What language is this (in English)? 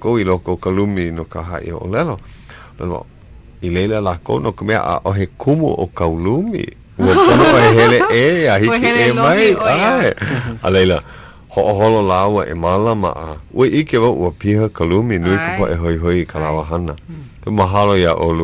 Hawaiian